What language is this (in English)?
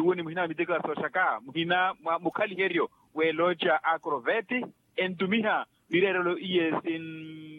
Makhuwa